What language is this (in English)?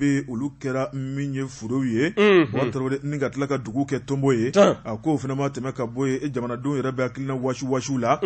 Bambara